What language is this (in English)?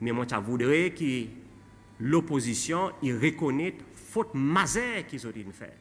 Seselwa Creole French